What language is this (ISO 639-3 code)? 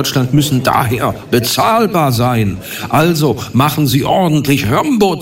deu